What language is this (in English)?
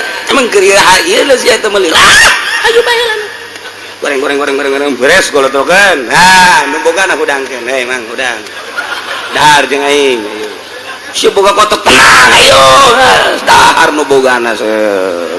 Sundanese